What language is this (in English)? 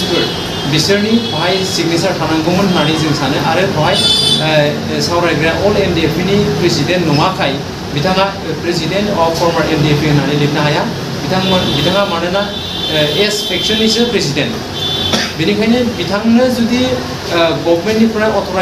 Bodo